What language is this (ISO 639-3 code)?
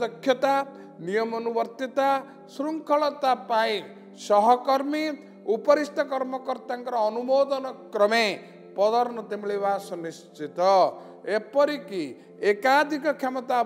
ori